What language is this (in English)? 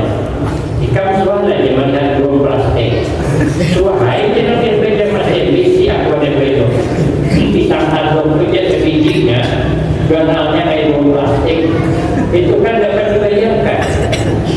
Banjar